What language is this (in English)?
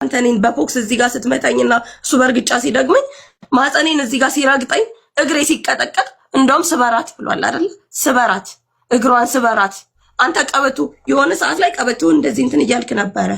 Amharic